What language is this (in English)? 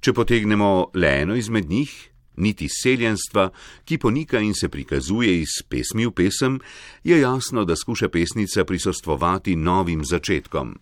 Slovenian